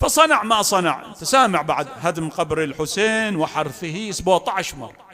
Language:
Mesopotamian Arabic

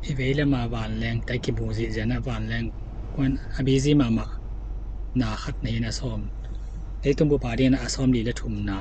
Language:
Tedim Chin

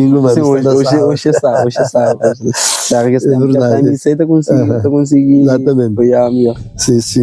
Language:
Kabuverdianu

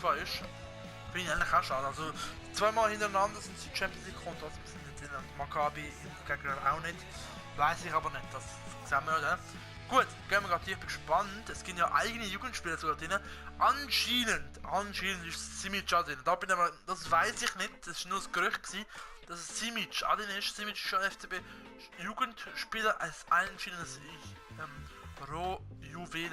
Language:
Swiss German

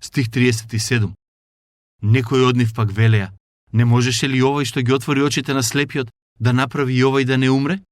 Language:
Macedonian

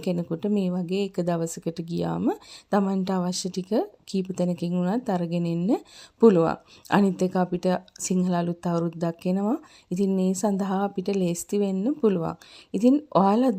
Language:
Sinhala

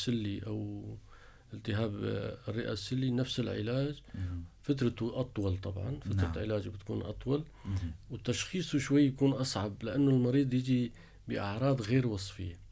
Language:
North Levantine Arabic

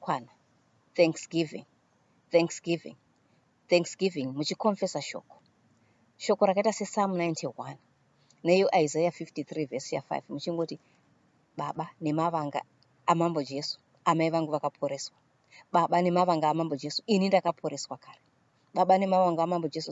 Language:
Shona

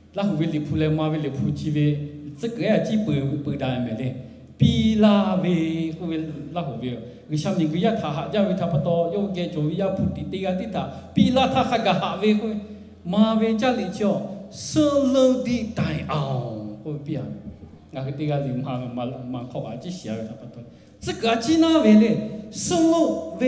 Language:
Lahu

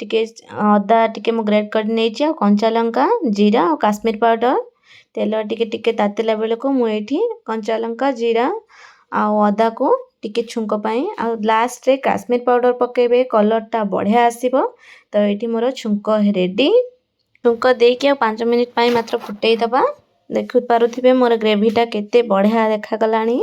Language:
Odia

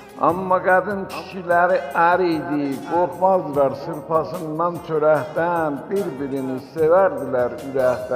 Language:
South Azerbaijani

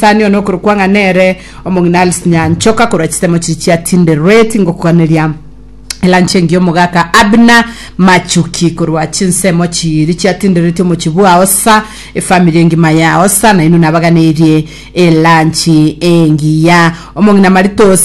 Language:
Gusii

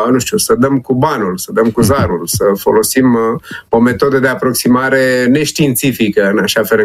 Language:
Romanian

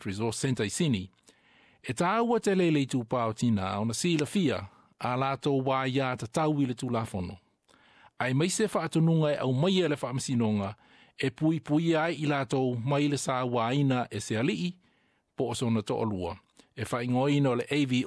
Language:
Samoan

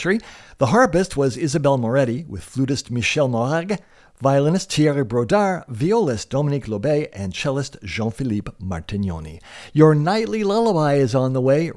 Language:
English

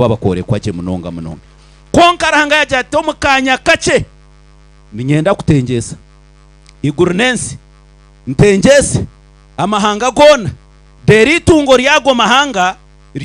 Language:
Nyankole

